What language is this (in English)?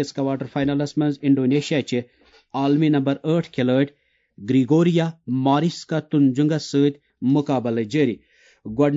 Kashmiri